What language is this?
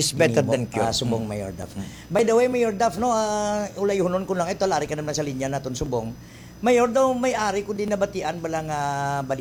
Hiligaynon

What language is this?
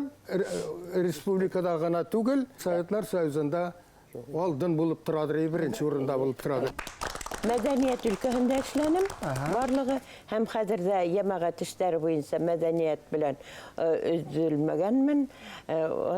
Bashkir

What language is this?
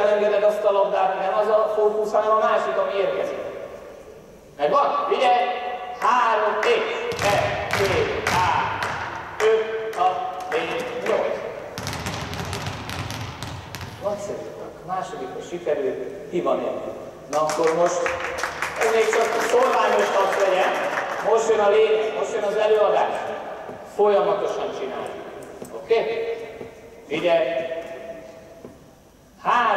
Hungarian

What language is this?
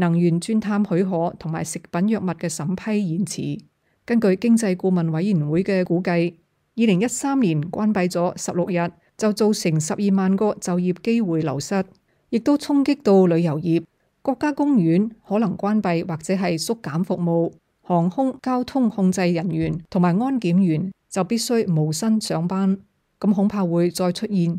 Cantonese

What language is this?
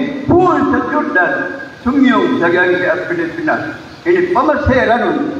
Maranao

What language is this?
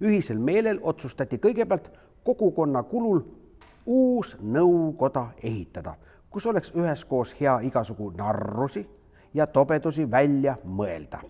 Estonian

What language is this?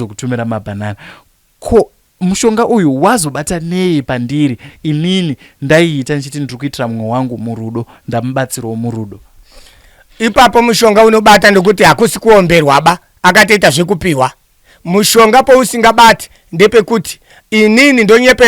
Shona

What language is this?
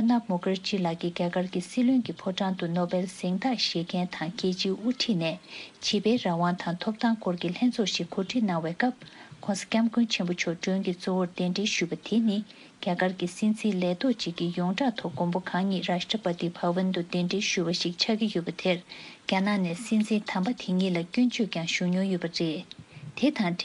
Tibetan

